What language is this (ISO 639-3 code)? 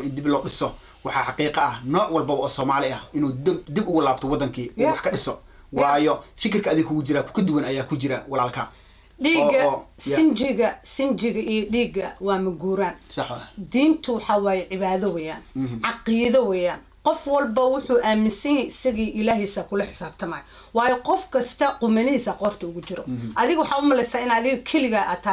som